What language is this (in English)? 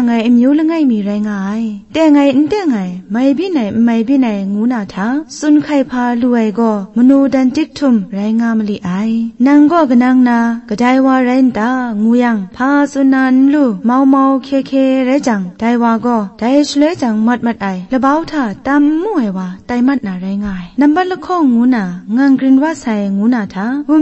Kachin